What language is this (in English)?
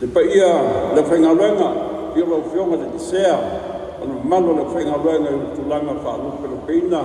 Samoan